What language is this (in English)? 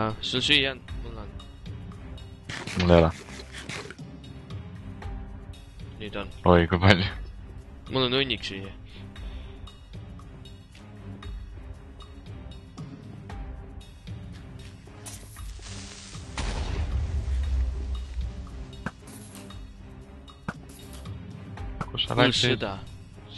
Estonian